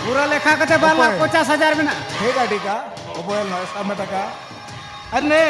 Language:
Santali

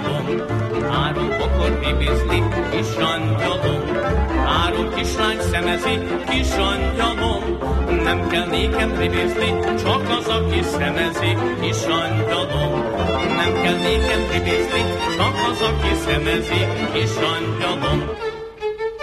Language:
Hungarian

